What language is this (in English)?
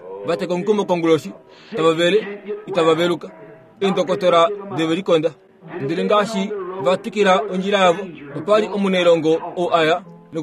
Kuanyama